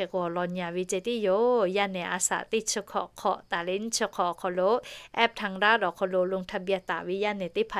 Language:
Lahu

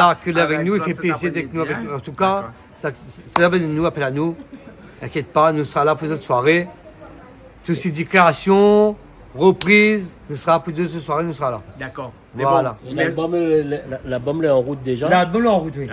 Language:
Réunion Creole French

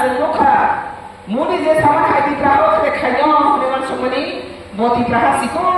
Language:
Riang (India)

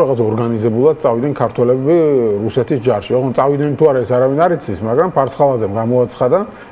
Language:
Georgian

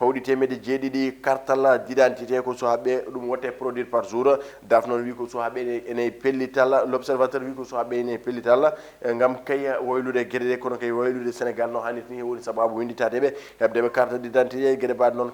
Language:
Fula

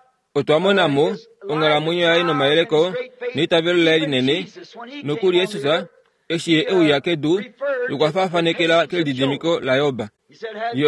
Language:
Kuanyama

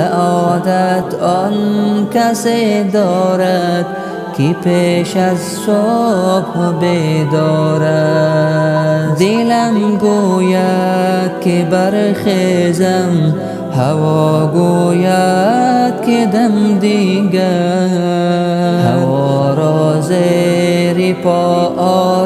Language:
Tajik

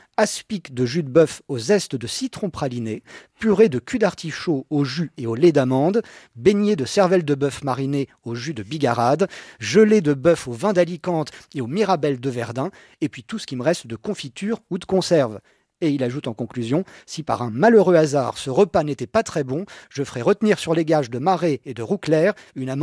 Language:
French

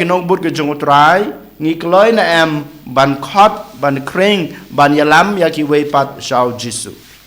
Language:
Khasi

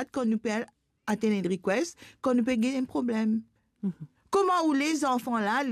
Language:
Morisyen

